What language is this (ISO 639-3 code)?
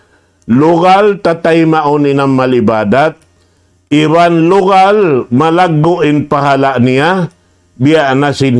tsg